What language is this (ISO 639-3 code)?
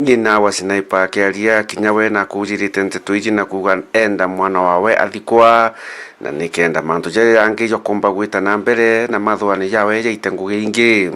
mer